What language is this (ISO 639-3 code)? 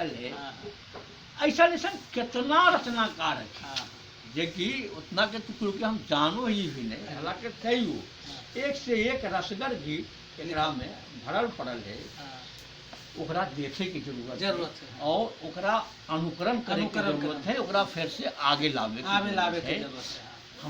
mag